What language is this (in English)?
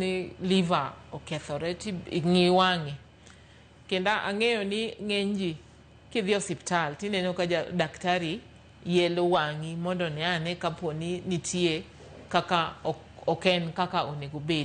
Luo (Kenya and Tanzania)